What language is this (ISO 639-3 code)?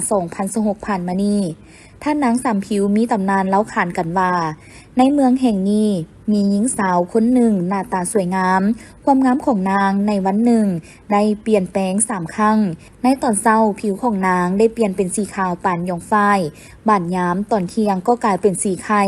lao